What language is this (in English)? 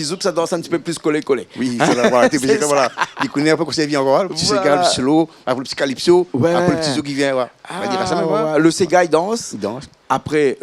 Réunion Creole French